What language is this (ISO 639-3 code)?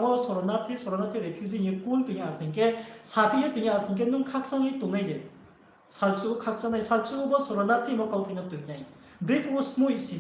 ria